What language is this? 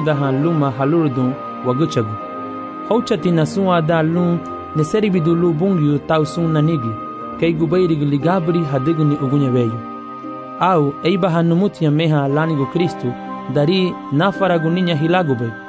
Garifuna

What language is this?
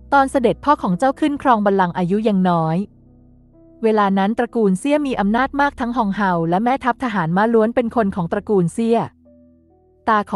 Thai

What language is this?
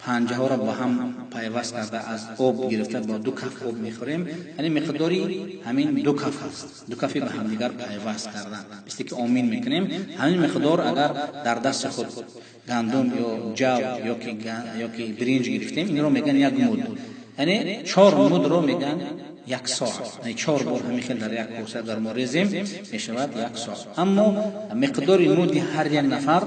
Tajik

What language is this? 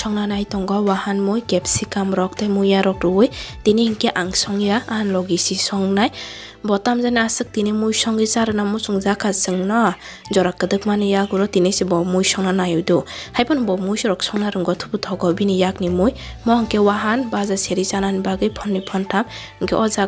Kok Borok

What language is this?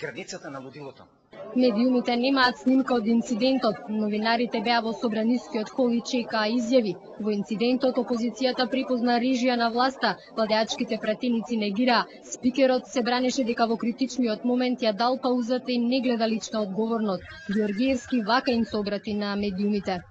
Macedonian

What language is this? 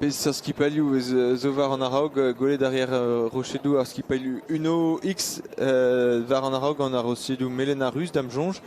Breton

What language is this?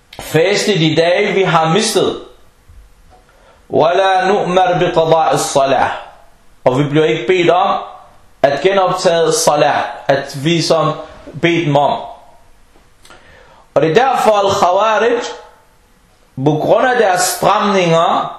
Danish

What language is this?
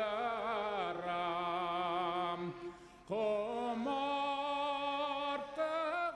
Bashkir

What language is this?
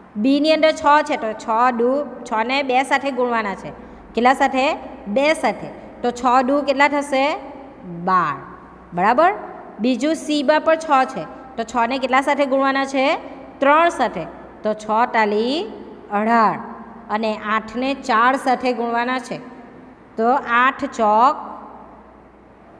Gujarati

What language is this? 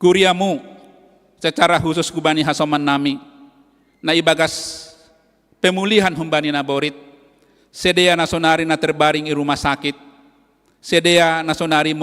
Batak Simalungun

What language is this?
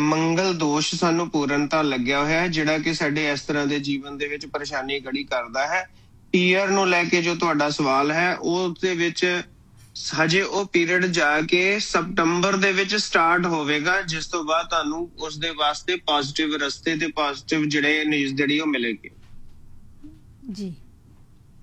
Punjabi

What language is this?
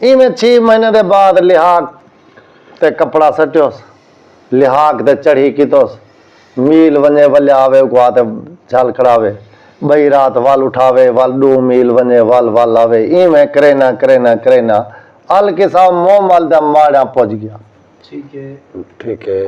Saraiki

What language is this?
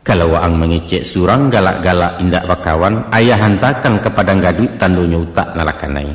Minangkabau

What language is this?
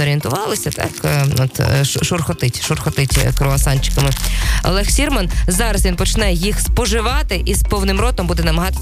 Ukrainian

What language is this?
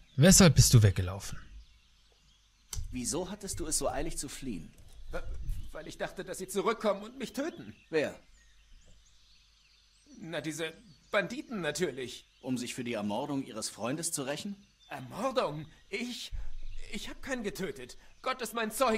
German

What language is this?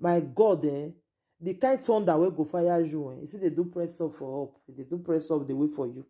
Nigerian Pidgin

